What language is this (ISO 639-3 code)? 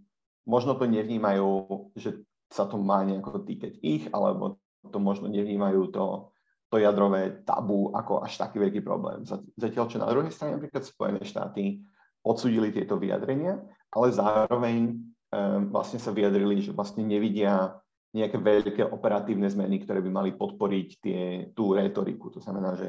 slk